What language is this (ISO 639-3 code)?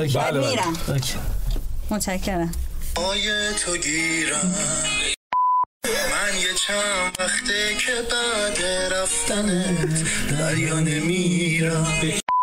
fas